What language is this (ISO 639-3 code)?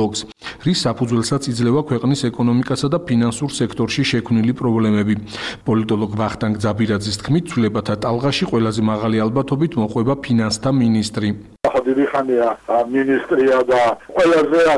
kat